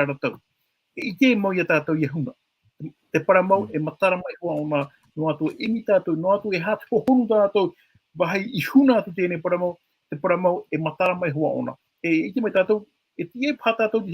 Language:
Tahitian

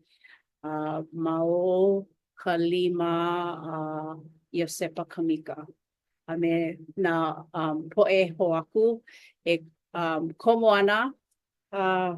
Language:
Hawaiian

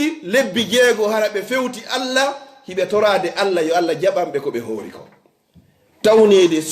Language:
Fula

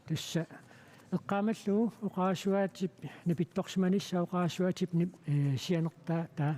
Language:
Kalaallisut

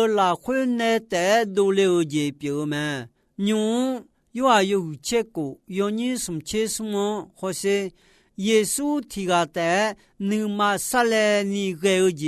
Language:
Akha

